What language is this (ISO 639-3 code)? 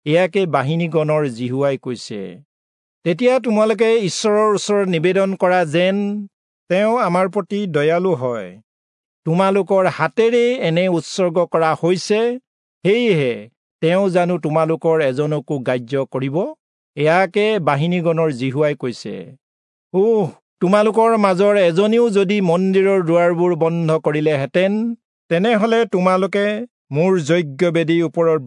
asm